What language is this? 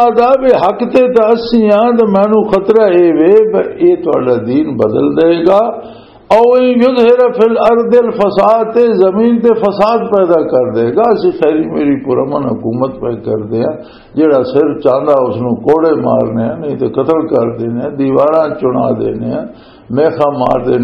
Western Panjabi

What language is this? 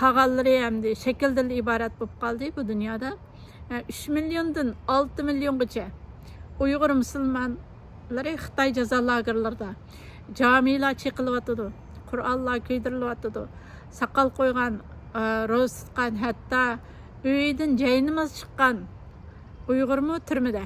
Uyghur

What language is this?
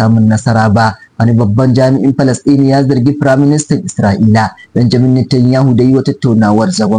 Hausa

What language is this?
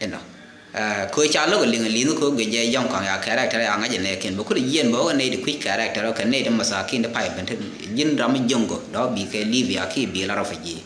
Nuer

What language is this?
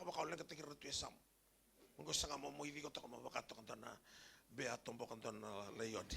Fijian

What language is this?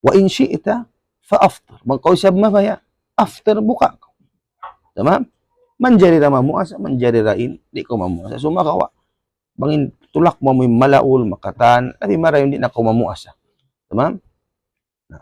Tausug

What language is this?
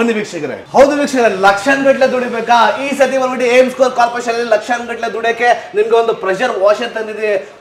Kannada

